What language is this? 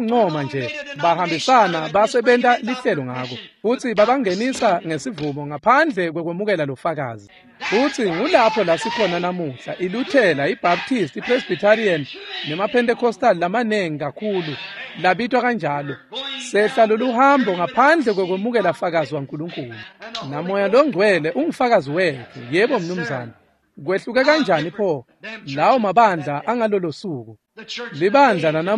Swati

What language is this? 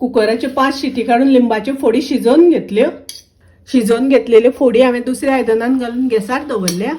Konkani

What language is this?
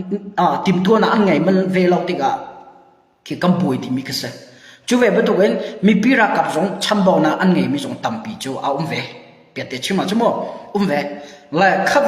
Hakha Chin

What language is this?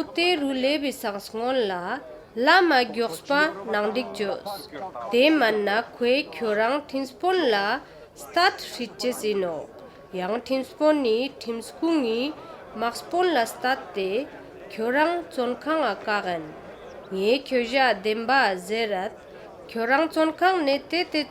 Ladakhi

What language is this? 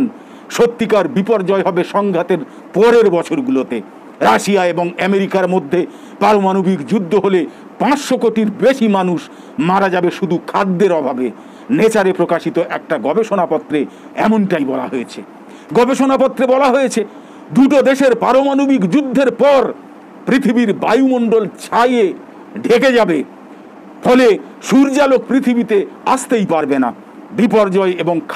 Bangla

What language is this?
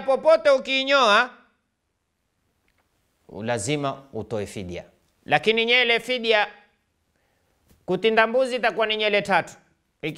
Swahili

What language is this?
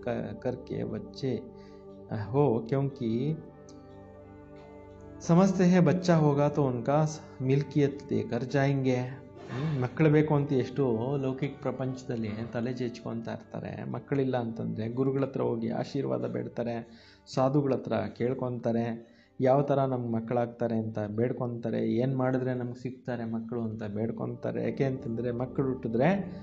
Kannada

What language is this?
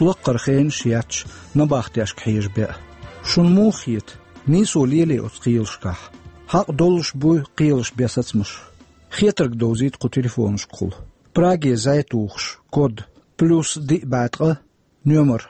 Chechen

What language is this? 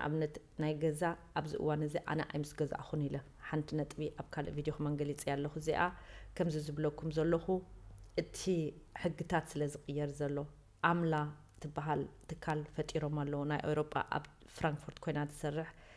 Tigrinya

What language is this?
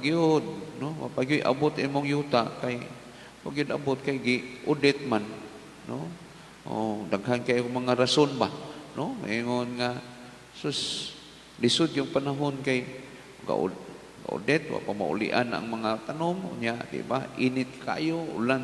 Cebuano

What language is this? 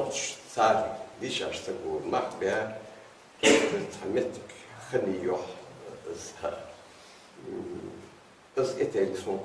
Ingush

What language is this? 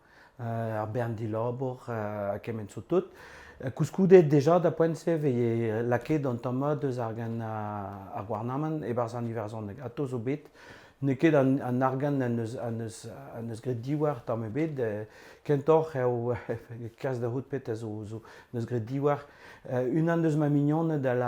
Breton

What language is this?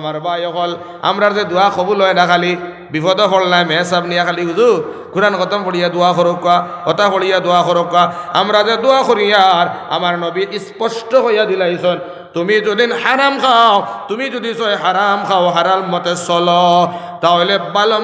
Sylheti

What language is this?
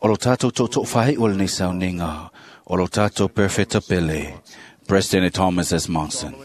Samoan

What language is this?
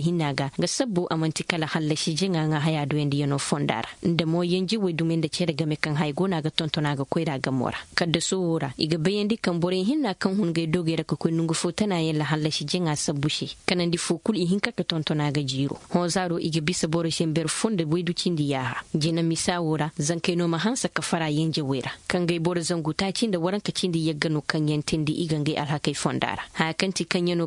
Koyraboro Senni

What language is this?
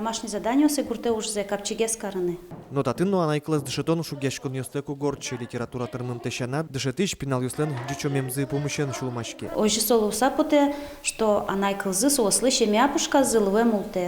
Udmurt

